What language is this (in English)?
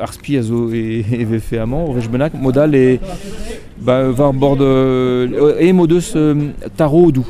Breton